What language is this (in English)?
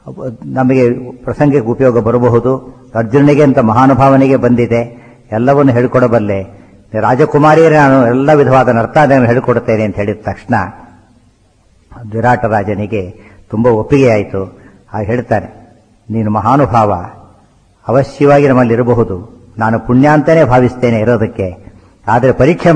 Kannada